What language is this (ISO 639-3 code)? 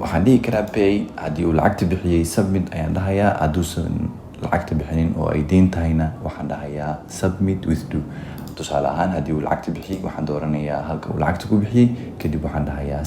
som